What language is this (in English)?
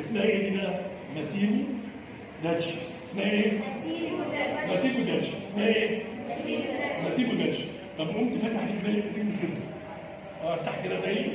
Egyptian Arabic